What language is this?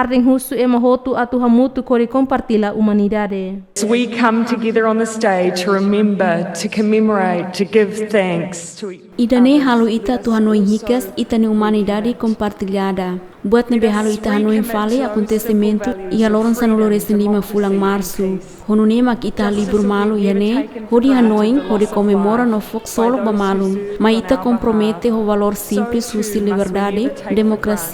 Tetum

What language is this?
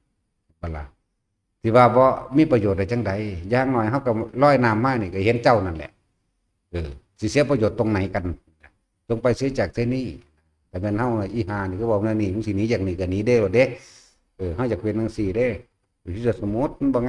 Northeastern Thai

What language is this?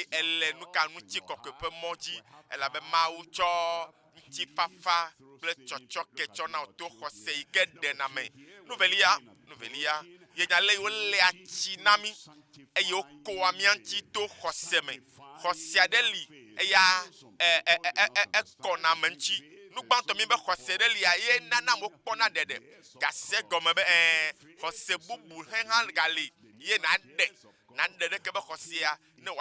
Ewe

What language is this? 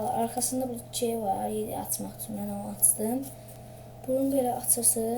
Azerbaijani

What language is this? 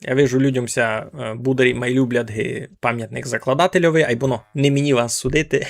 Rusyn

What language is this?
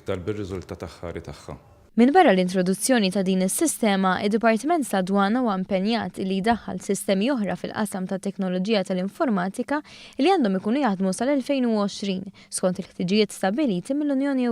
Maltese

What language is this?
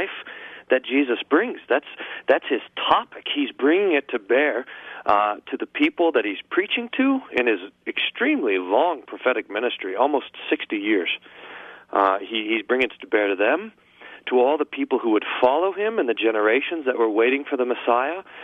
English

